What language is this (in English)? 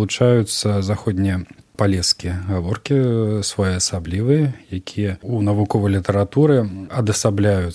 Belarusian